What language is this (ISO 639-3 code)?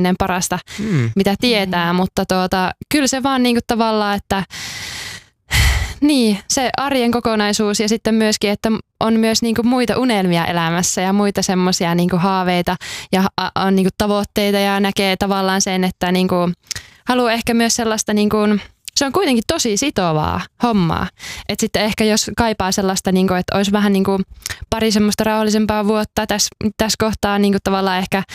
fin